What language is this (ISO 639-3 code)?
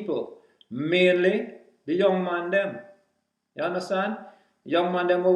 jam